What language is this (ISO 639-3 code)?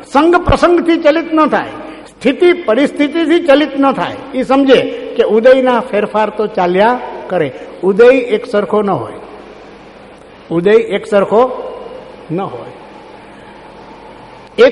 guj